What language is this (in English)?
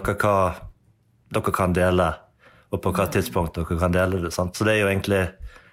Norwegian